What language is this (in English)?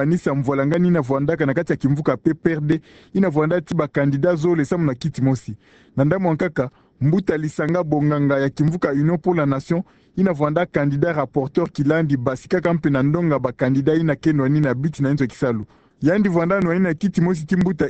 Kituba (Democratic Republic of Congo)